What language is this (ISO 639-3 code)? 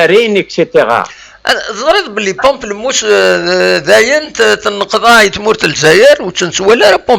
kab